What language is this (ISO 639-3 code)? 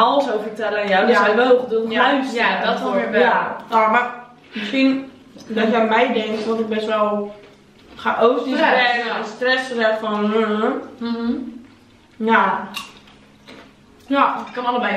nld